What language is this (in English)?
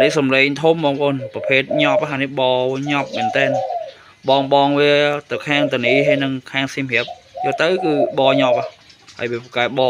Khmer